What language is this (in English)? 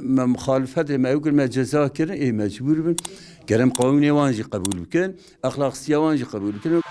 Kurdish